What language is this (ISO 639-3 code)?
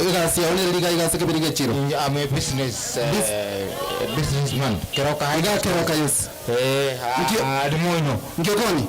guz